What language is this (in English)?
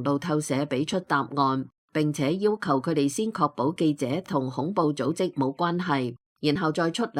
Cantonese